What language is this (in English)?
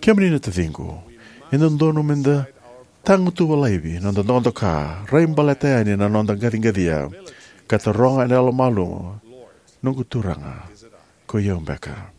Fijian